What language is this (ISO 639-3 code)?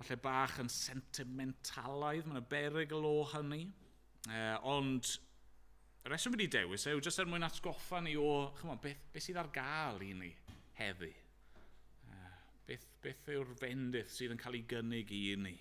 cym